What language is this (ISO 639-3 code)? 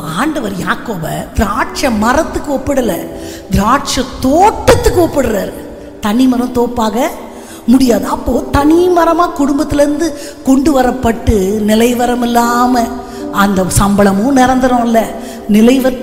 tam